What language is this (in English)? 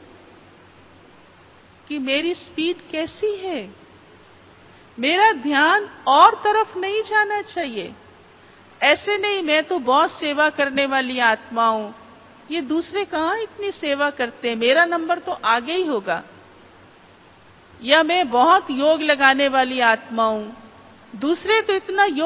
Hindi